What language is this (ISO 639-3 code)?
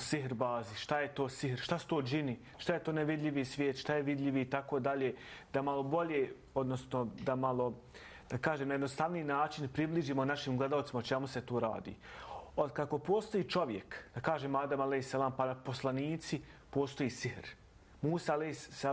bos